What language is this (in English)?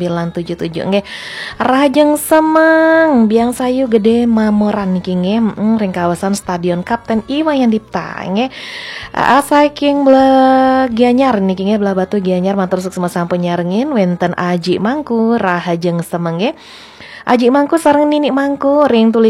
Balinese